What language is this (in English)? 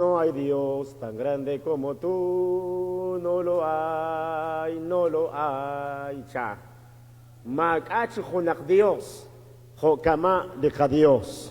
Kekchí